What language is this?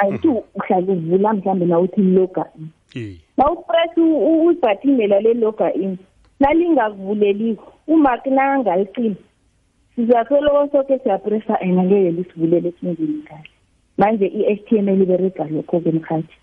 South Ndebele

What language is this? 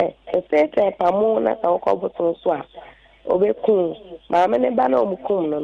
Akan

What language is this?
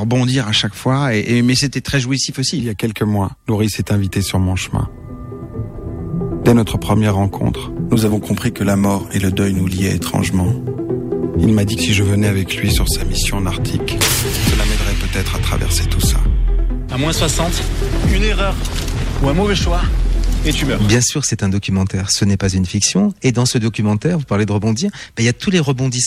French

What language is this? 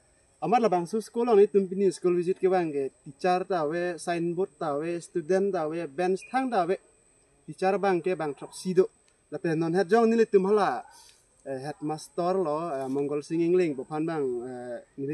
Karbi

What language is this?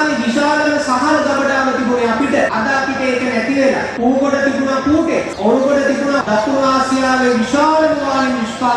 Sinhala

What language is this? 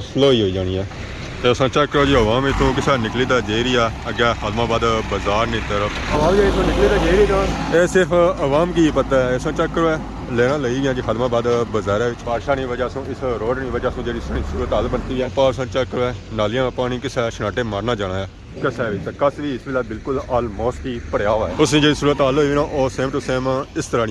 Pahari-Potwari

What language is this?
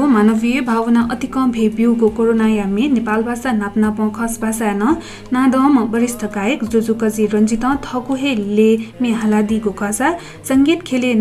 Newari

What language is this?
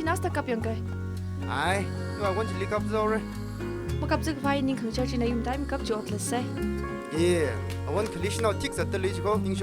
Tangkhul Naga (India)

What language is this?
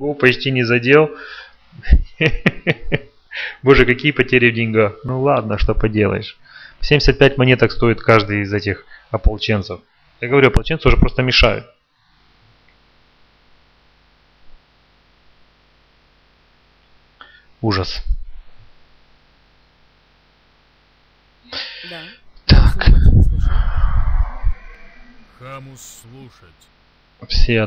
Russian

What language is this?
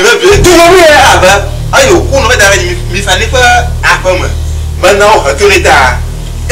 Ewe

